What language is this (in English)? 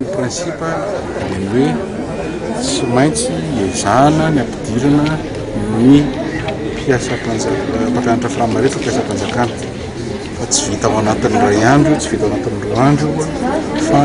Malagasy